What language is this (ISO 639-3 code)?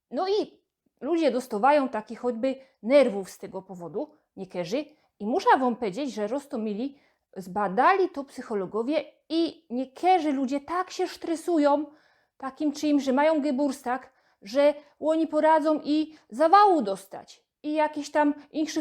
szl